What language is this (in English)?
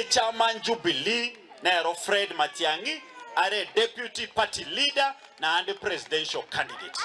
Gusii